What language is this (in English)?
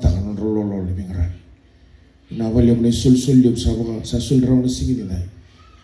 Fijian